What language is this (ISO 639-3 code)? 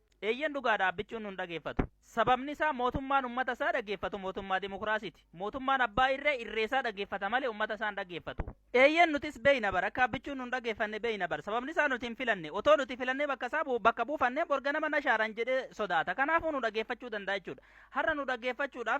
orm